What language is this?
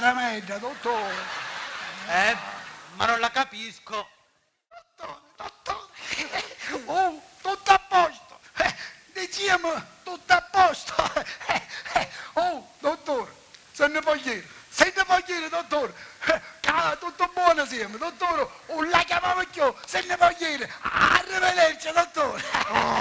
Sicilian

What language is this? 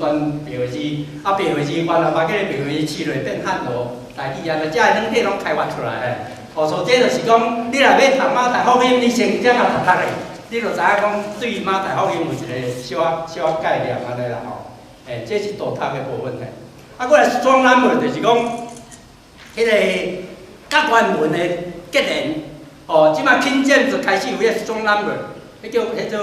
Min Nan Chinese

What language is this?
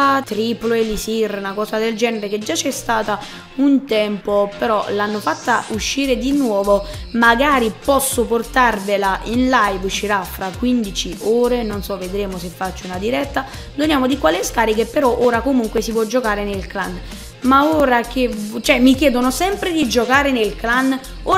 Italian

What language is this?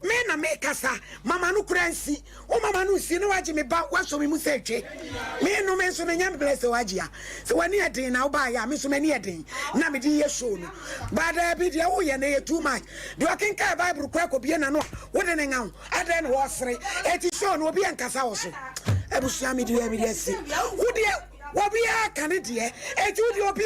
Akan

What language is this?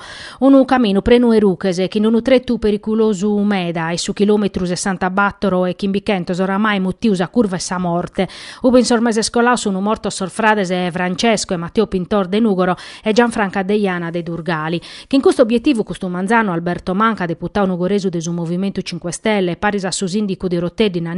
Sardinian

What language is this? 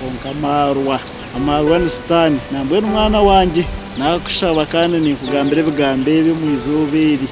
Nyankole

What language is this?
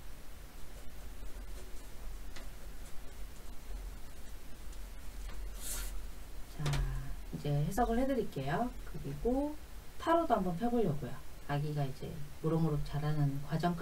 Korean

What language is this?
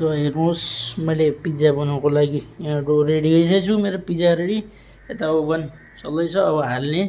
Nepali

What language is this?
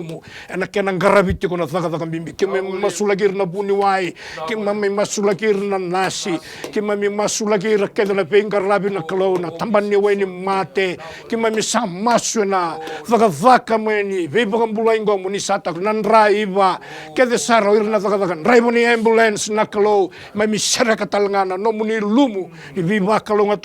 Fijian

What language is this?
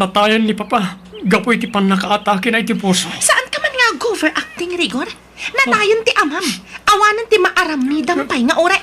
Iloko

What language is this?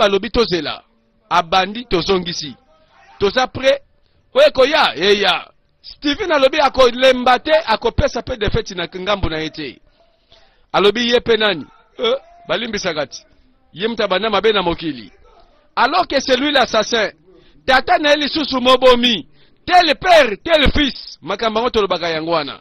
Lingala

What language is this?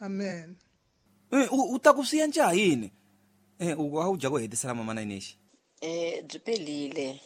Tsonga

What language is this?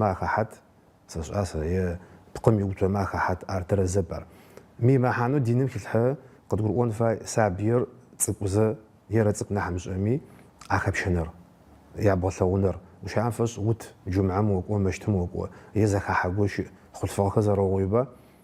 Adyghe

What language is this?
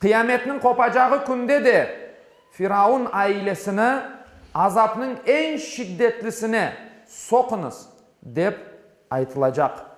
Crimean Tatar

